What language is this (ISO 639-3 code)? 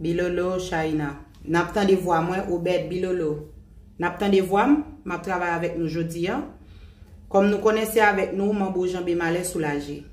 hat